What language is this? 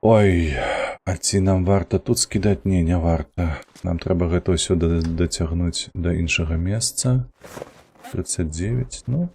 Belarusian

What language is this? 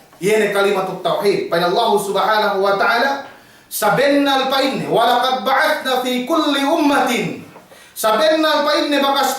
Yakan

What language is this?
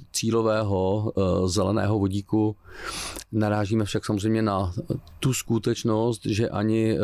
Czech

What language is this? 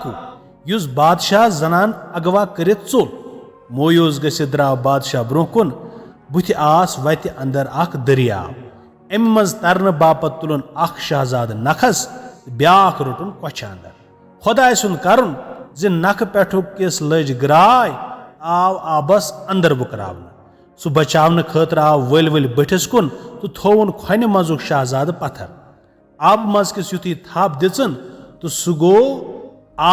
Kashmiri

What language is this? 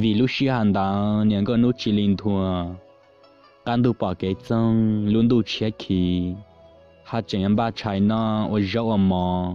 Hmong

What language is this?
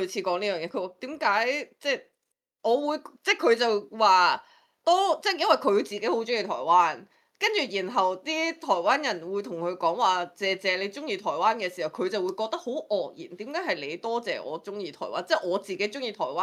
Cantonese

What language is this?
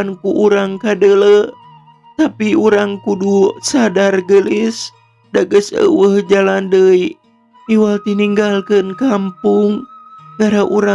Sundanese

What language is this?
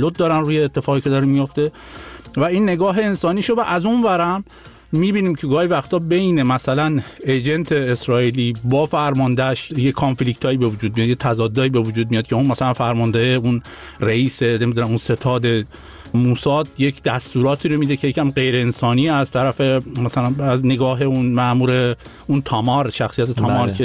Persian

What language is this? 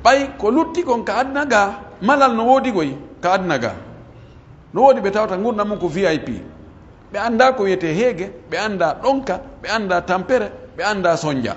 Pular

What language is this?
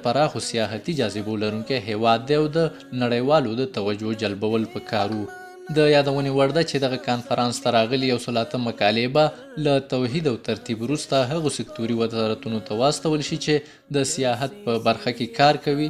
Pashto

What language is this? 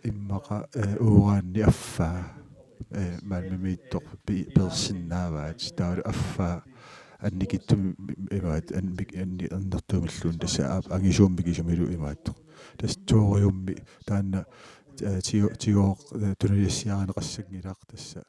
Kalaallisut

